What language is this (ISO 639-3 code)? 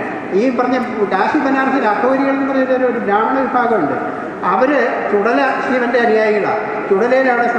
mal